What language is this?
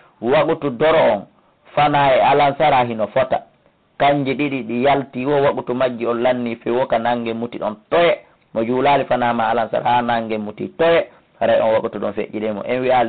Fula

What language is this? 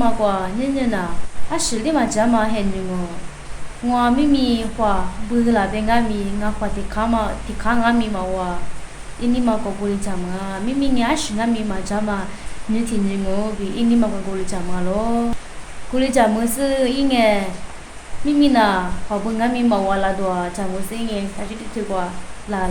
Lisu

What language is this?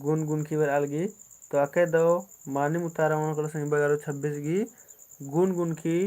Kurukh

